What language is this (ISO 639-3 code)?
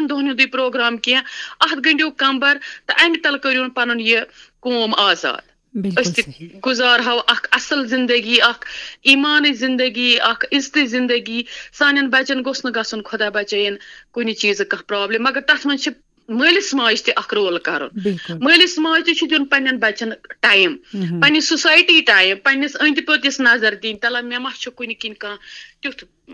kas